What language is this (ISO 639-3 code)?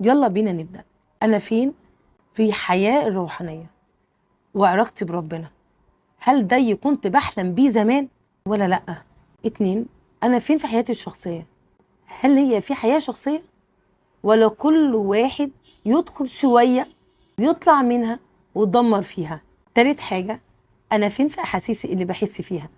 arz